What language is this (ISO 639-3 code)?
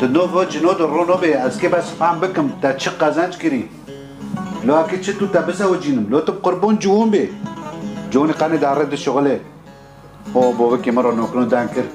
kur